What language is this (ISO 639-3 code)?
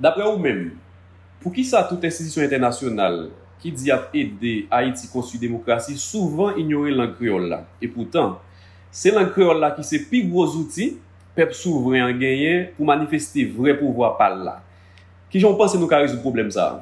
hat